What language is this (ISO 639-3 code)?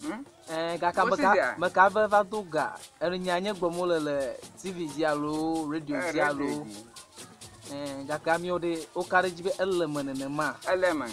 ewe